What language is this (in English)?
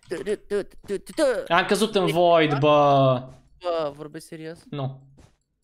Romanian